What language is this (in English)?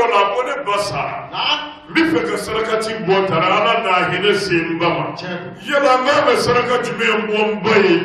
Bambara